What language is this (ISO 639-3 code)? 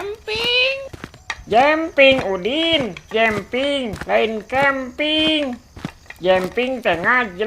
sun